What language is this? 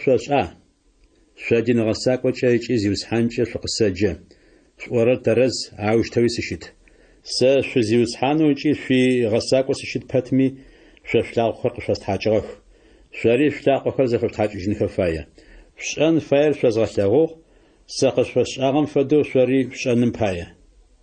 Adyghe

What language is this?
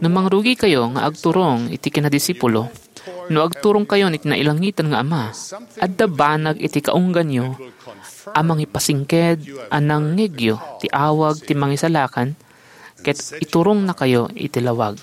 Iloko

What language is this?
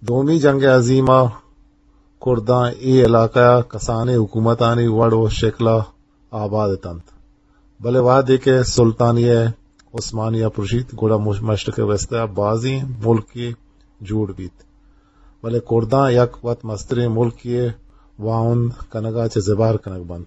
Eastern Balochi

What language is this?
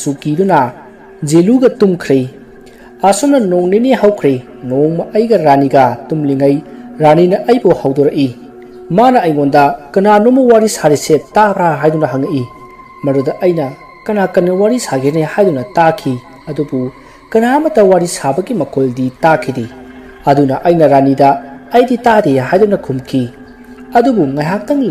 Manipuri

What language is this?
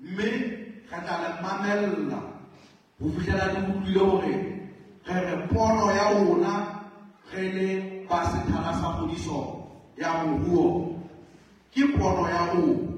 Southern Sotho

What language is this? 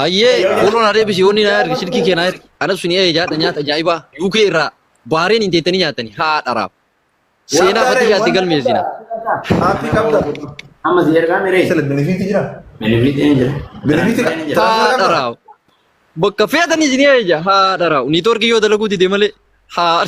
Oromo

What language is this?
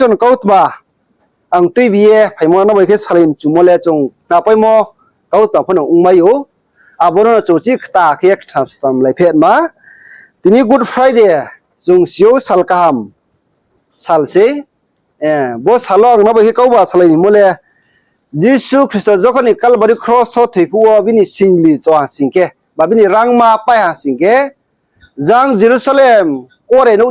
Riang (India)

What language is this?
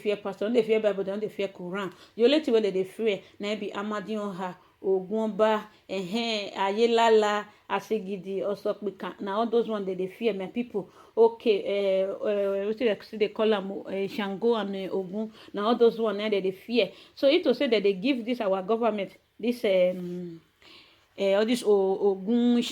Nigerian Pidgin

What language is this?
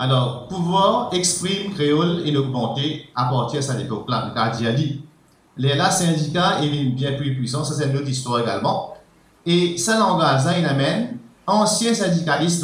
Morisyen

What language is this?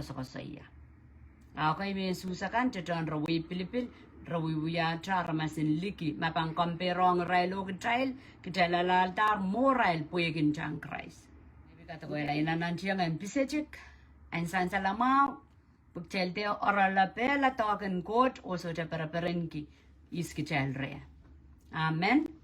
Pohnpeian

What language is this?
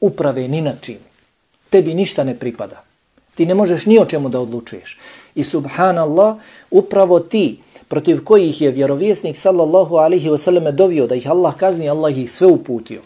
Bosnian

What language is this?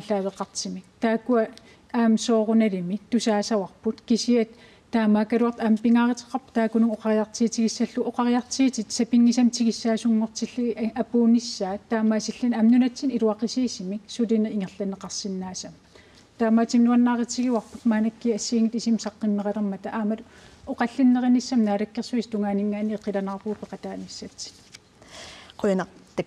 Kalaallisut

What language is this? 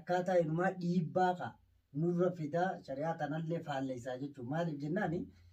Oromo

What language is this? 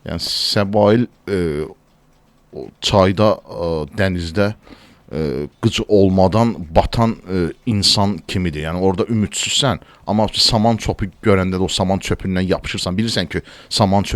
Azerbaijani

